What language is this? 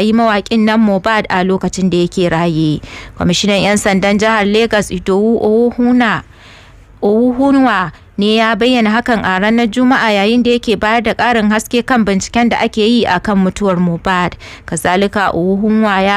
Hausa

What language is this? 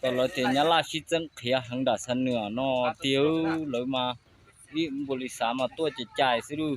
Hmong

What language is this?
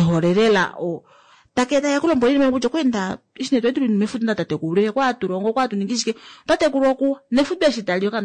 Kuanyama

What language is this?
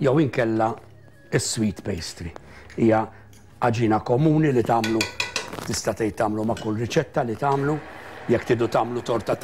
Maltese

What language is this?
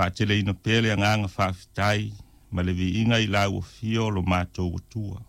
Samoan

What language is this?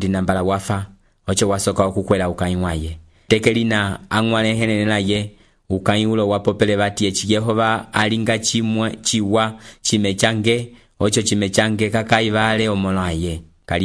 Umbundu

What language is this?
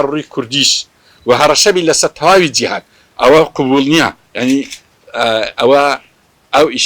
Central Kurdish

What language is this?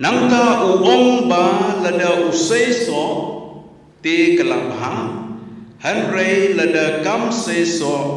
Khasi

